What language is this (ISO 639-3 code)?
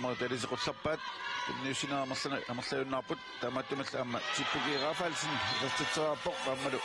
kal